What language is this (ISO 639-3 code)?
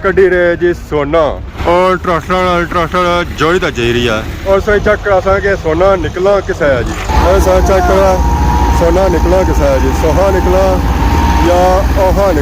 phr